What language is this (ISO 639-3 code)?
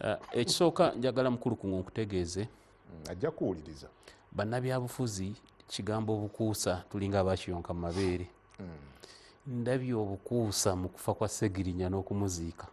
lug